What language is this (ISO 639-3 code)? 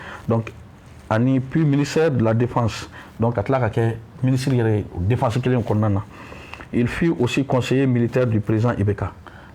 bam